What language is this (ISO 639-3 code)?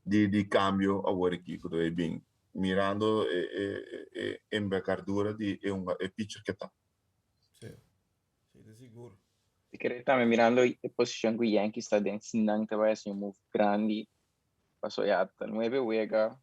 pap